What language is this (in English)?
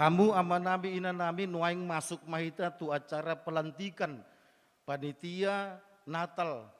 Batak Toba